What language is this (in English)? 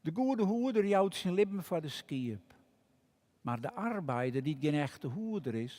Western Frisian